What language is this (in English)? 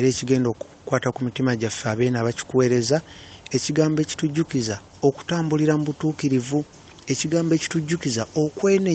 Ganda